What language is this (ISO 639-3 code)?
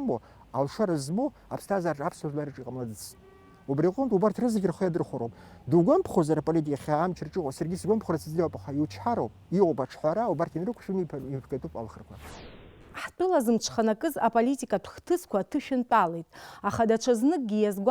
abk